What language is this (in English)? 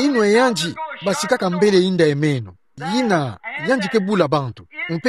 Kituba (Democratic Republic of Congo)